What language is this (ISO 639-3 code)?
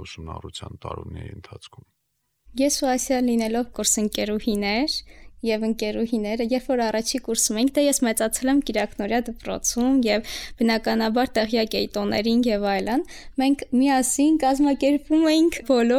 hye